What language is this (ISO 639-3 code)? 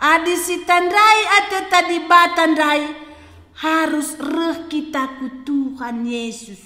btx